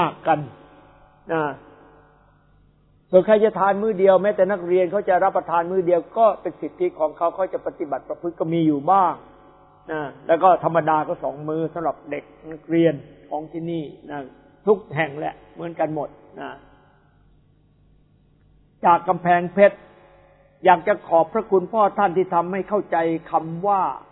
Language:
Thai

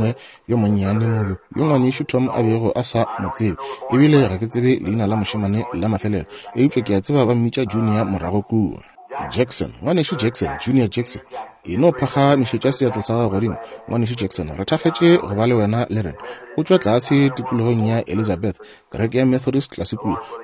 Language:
Northern Sotho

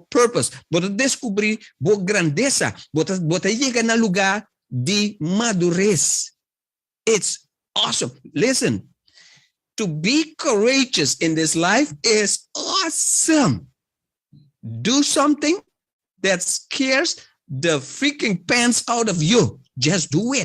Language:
Papiamento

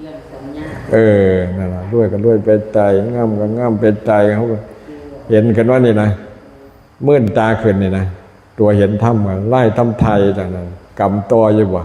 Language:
Lao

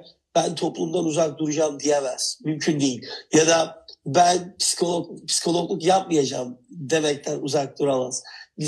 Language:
Turkish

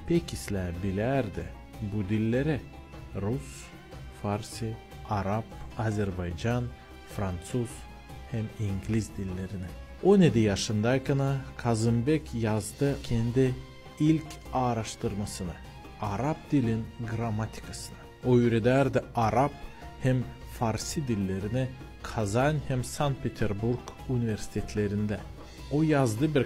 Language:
Gagauz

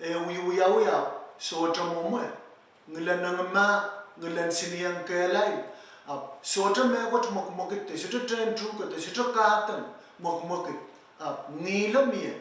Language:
Pohnpeian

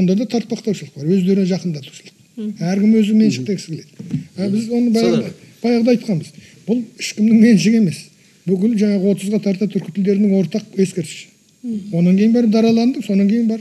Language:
Kazakh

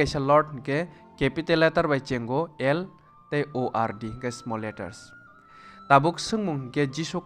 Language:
Kok Borok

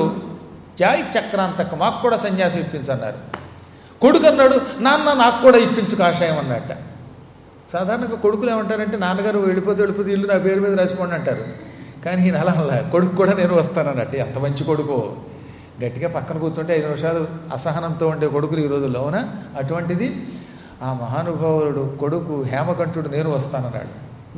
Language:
Telugu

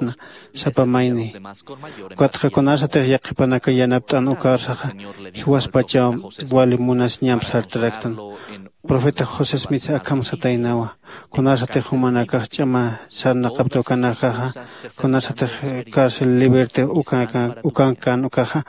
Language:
Aymara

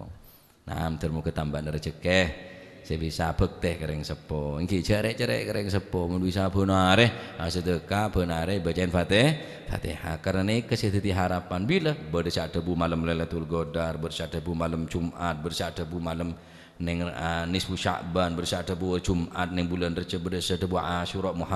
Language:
Madurese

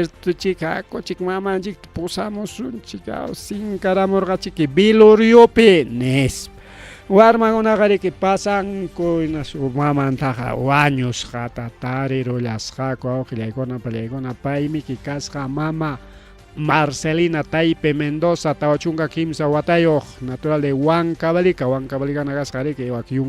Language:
Ayacucho Quechua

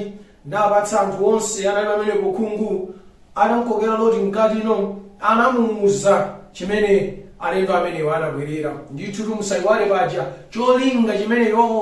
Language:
Nyanja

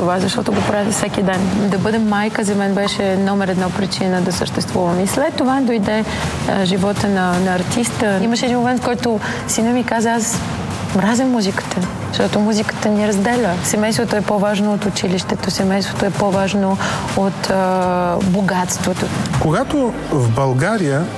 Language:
Bulgarian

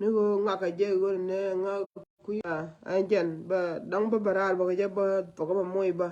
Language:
Nuer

